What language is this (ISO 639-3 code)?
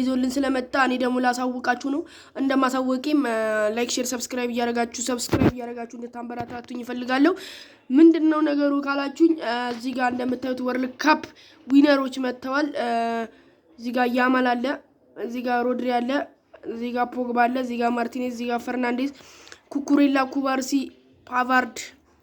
amh